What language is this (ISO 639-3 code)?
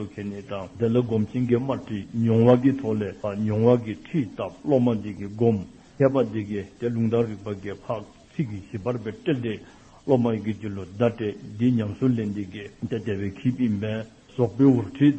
dzo